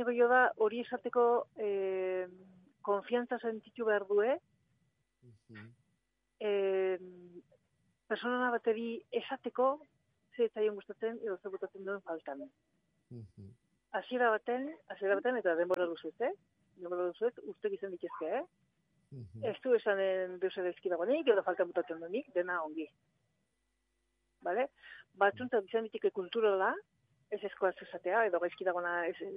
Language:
Basque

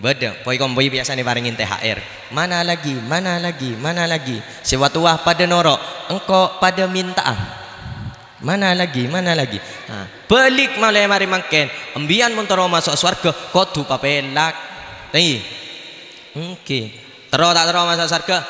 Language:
Madurese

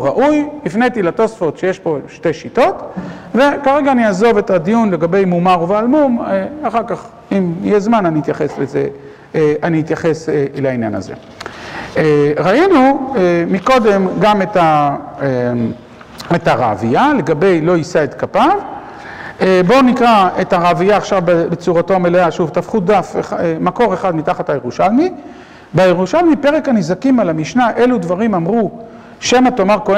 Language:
Hebrew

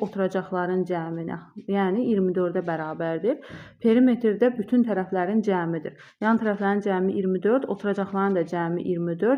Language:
Azerbaijani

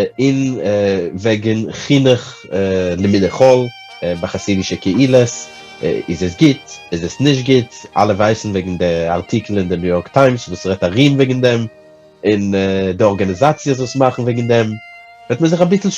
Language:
Yiddish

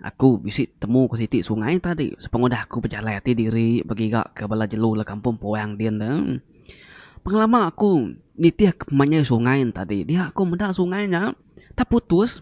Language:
Iban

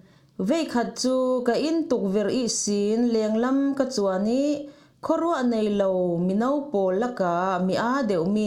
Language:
Falam Chin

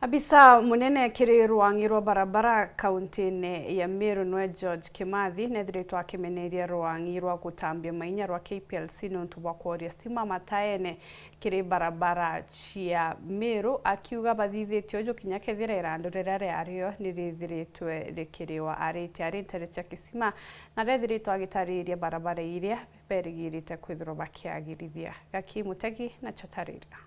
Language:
Meru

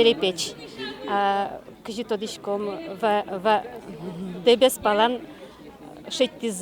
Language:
Udmurt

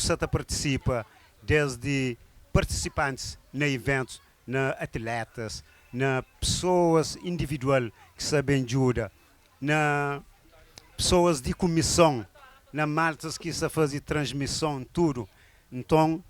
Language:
Kabuverdianu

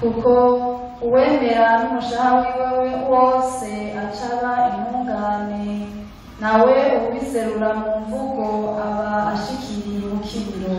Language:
Rundi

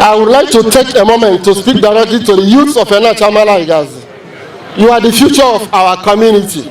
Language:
Igbo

